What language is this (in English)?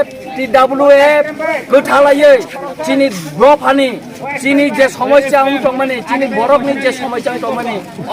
Kok Borok